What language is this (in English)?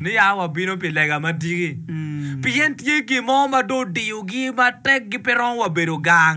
Acoli